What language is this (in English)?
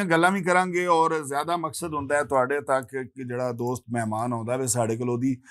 Western Panjabi